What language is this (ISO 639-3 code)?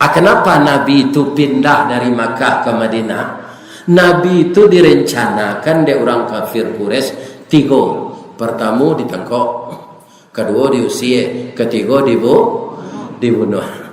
min